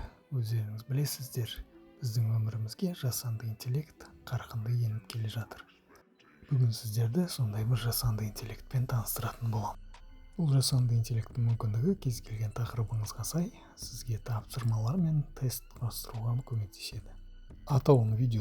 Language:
Kazakh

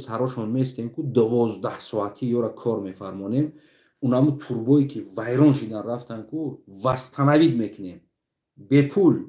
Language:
Tajik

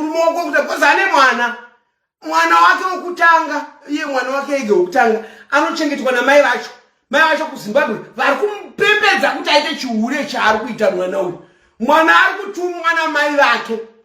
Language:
Shona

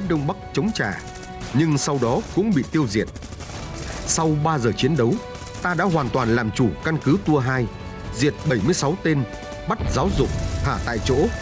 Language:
Vietnamese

